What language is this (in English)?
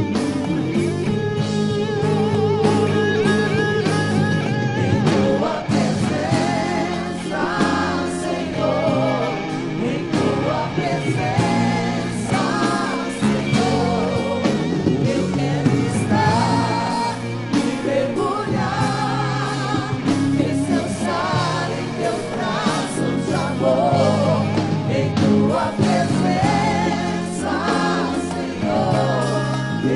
Portuguese